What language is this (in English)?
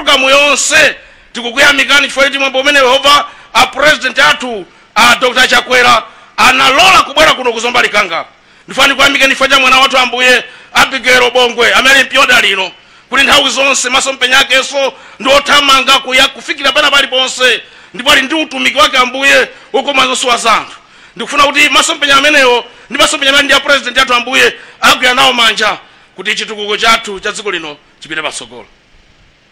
Nyanja